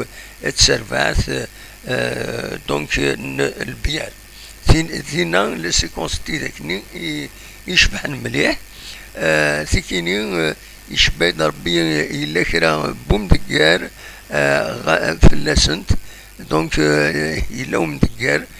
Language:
Kabyle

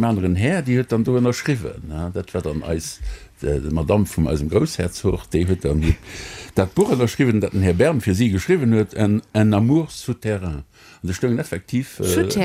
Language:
Luxembourgish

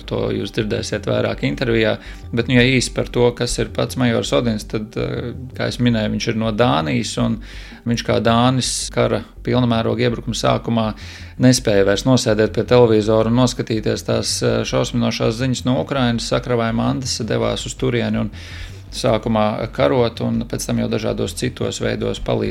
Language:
Latvian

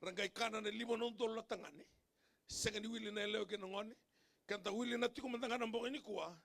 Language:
Fijian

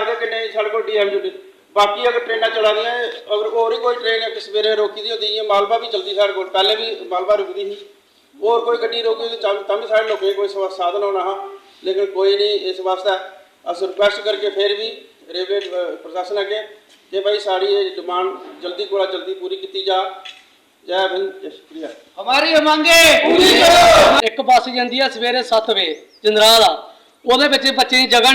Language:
Dogri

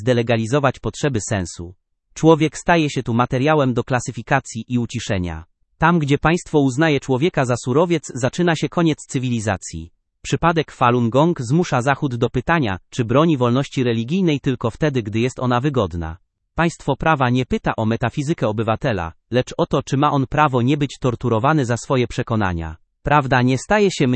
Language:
Polish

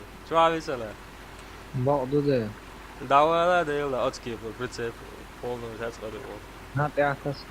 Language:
Chechen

